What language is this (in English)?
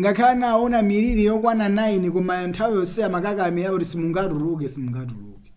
Nyanja